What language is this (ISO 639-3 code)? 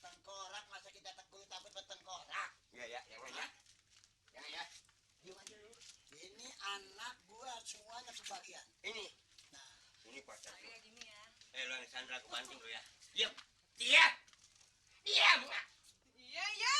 bew